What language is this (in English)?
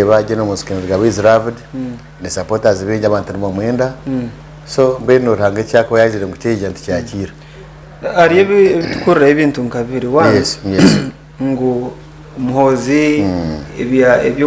Nyankole